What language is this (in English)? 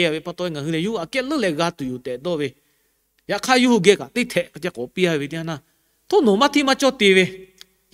Lahu